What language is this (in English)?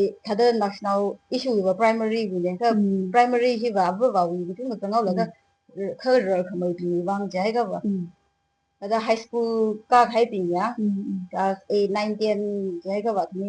Tangkhul Naga (India)